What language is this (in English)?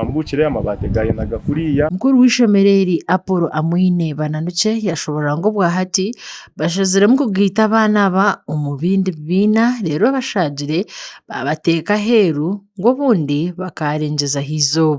Nyankole